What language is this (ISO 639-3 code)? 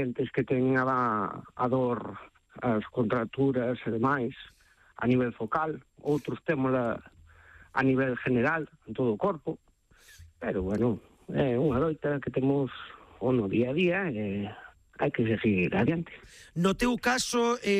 glg